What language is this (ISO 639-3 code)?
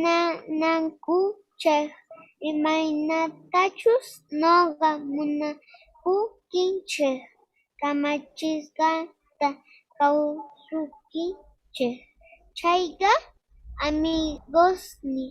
que